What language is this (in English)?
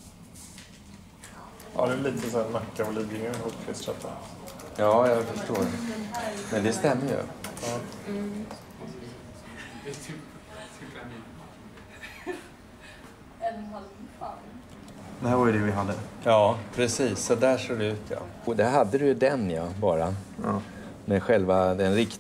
Swedish